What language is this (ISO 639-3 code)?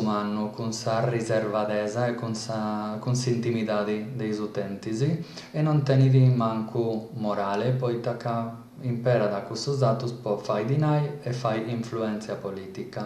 srd